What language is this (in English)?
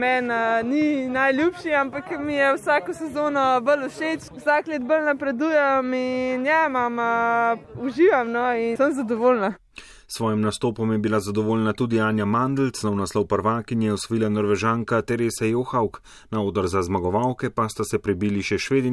Slovenian